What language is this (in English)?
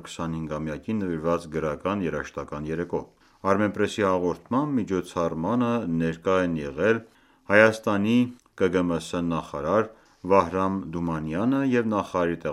Armenian